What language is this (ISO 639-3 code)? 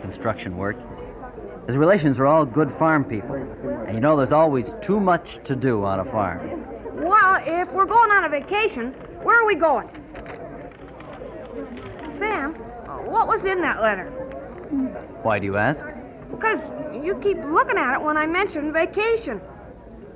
eng